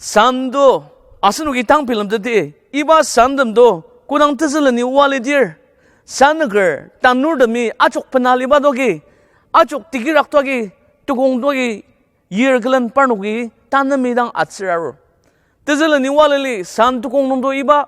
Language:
Ao Naga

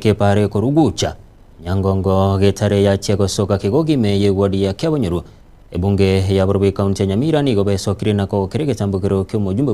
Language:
Gusii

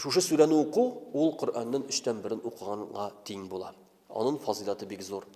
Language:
Tatar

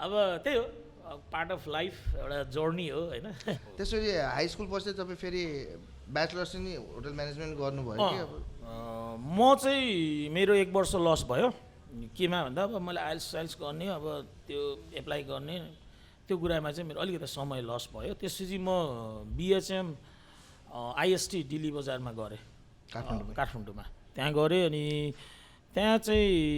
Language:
Nepali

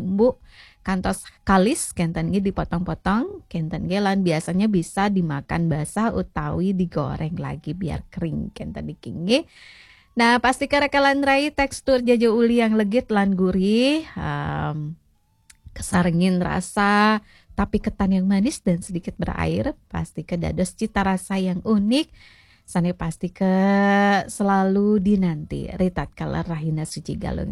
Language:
Balinese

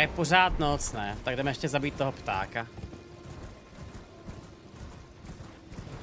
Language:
Czech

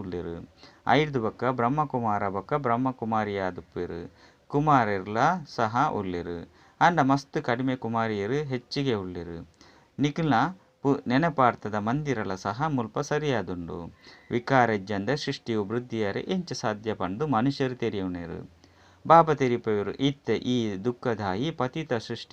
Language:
Tulu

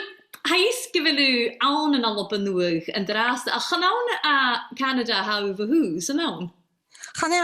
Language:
Scottish Gaelic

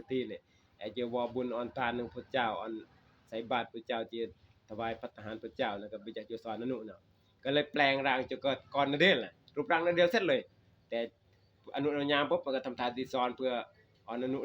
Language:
Northeastern Thai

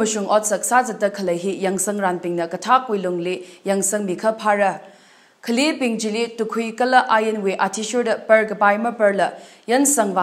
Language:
Tangkhul Naga (India)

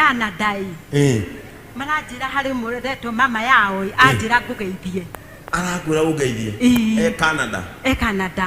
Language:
Kikuyu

